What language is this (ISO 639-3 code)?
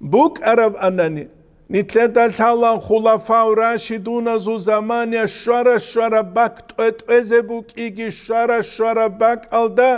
ava